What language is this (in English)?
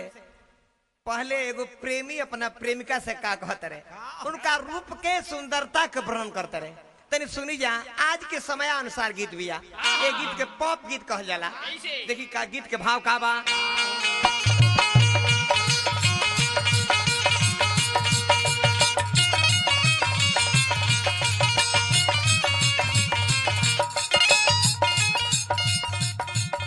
Bhojpuri